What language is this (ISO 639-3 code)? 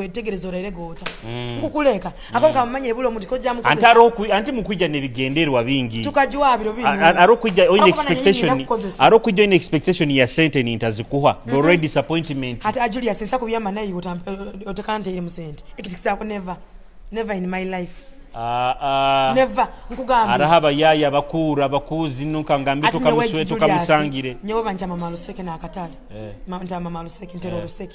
nyo